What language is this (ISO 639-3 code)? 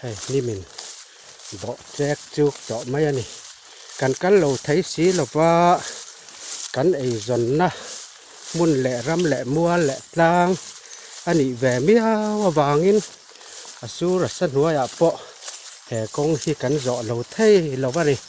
lus